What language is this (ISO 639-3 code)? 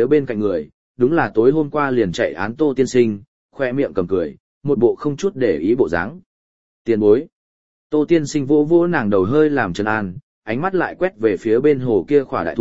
vie